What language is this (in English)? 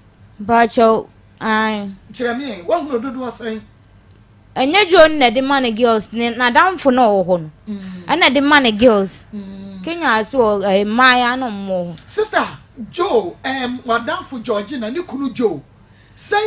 Akan